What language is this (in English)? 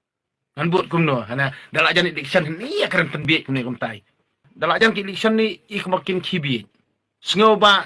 Khasi